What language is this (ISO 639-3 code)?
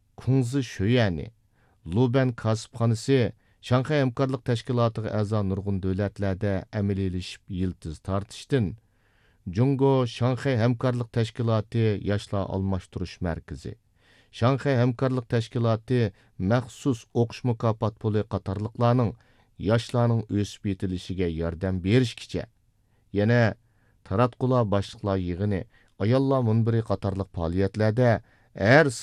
uig